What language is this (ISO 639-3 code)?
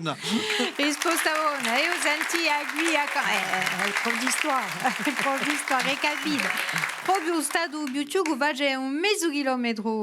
cos